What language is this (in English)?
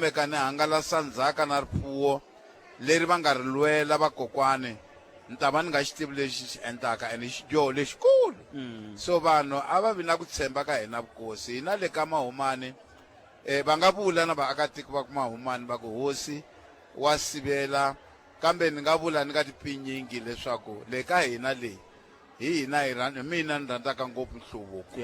Tsonga